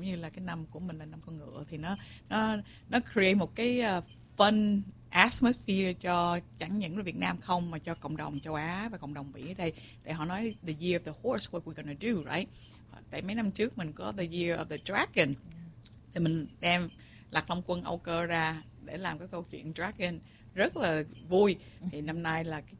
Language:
Vietnamese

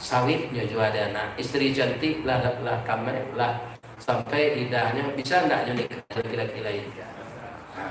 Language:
Minangkabau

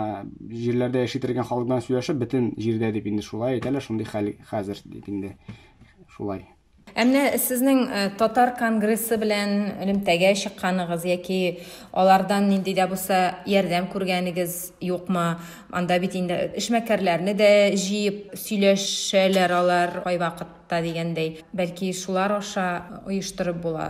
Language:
Tatar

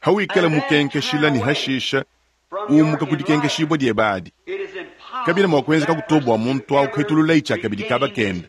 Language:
Luba-Lulua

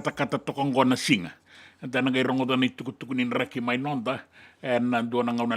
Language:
Fijian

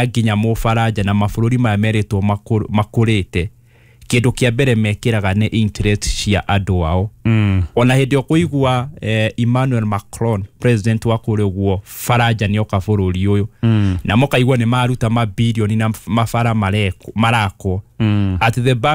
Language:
Kikuyu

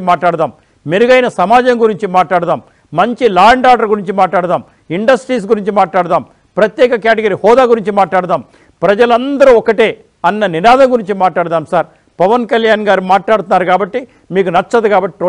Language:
Telugu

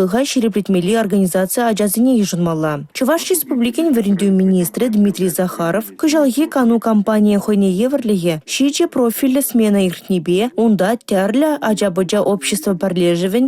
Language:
Chuvash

